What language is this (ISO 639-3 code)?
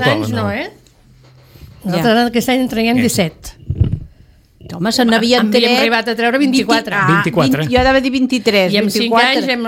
cat